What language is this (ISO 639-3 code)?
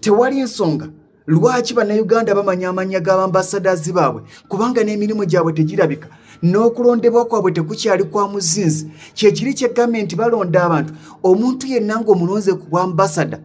lug